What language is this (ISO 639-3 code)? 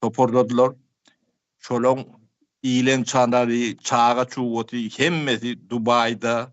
tuk